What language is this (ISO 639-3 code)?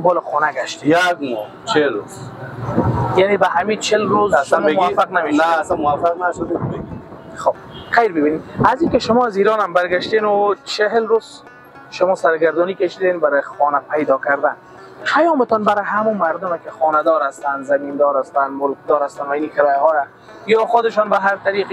fas